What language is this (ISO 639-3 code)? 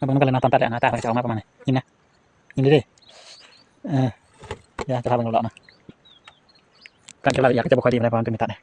lao